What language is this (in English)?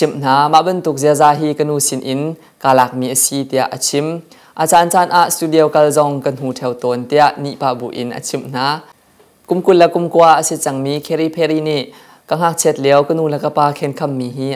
Hakha Chin